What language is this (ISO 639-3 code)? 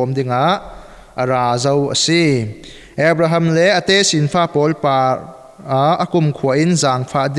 cfm